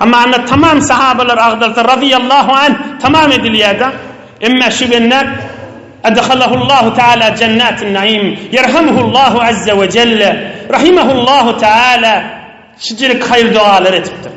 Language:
Turkmen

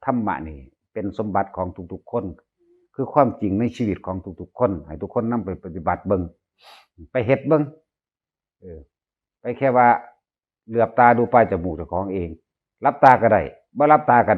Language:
Northeastern Thai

